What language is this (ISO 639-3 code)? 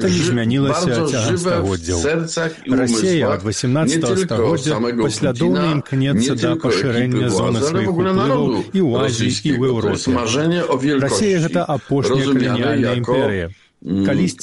bel